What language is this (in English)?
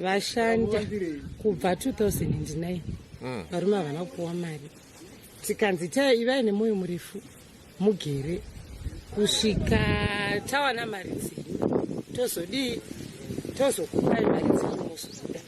Shona